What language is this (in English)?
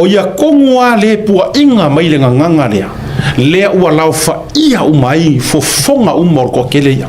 Samoan